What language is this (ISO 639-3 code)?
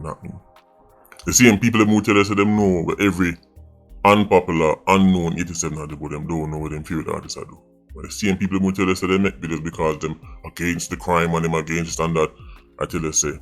jam